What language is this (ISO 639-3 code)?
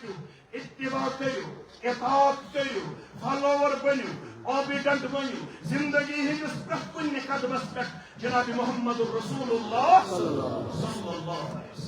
kas